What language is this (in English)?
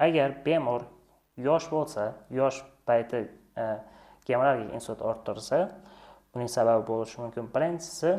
Uzbek